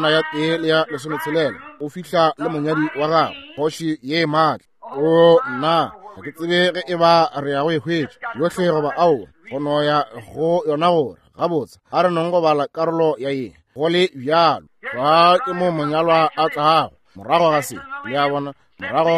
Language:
Northern Sotho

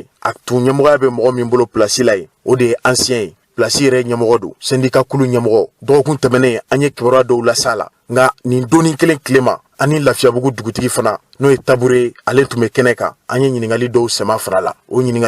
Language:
Bambara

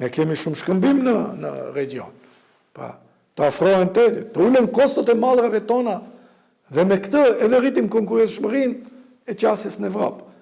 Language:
Albanian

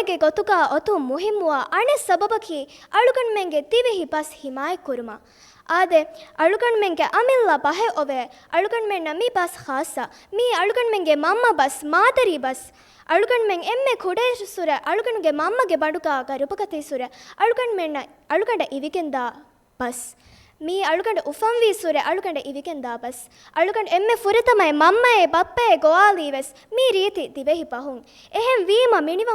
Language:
Divehi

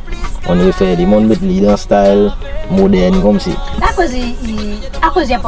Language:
Seselwa Creole French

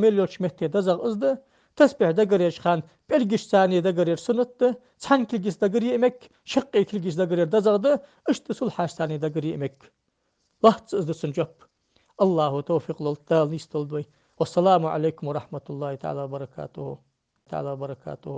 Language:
Ingush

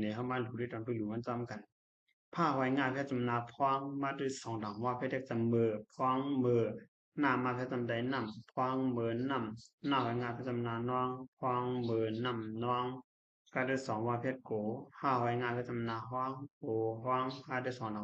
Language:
Shan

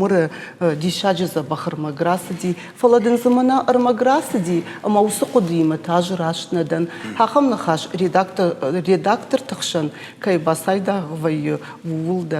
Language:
Ossetic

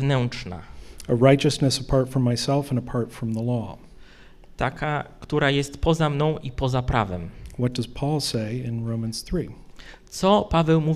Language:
Polish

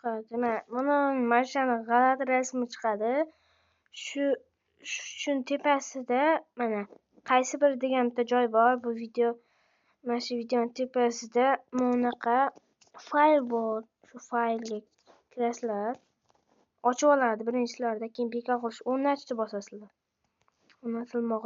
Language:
Uzbek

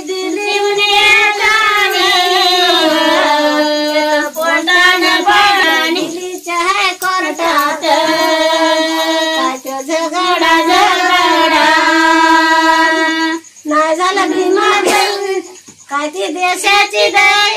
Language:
Marathi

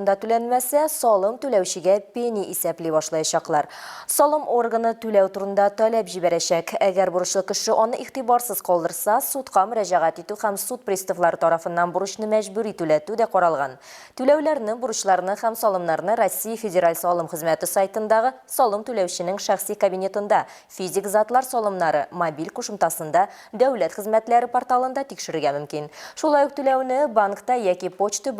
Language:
Tatar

